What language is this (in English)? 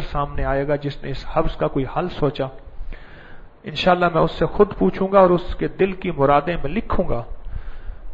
Urdu